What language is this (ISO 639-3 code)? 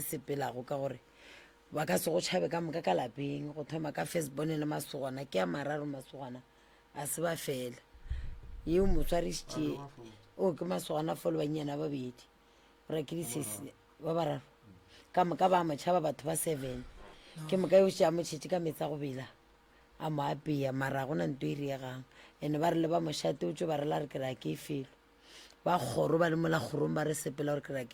nso